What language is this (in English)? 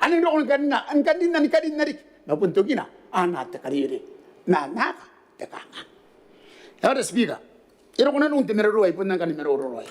Gilbertese